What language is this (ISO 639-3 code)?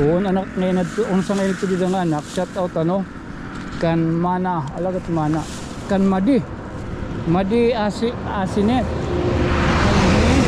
war